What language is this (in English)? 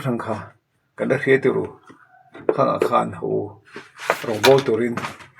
Mizo